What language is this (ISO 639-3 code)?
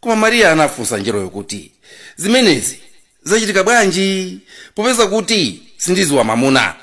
nya